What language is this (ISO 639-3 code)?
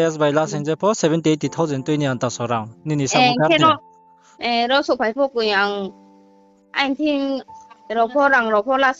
ria